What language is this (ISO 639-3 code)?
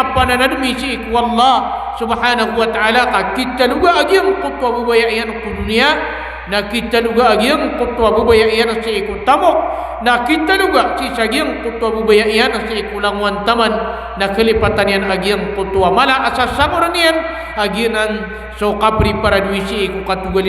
mrw